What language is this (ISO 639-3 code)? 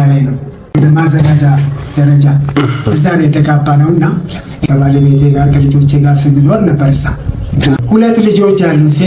amh